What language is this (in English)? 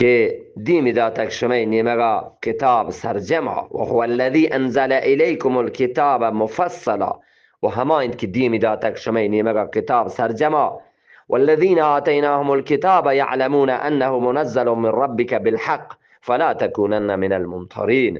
Eastern Balochi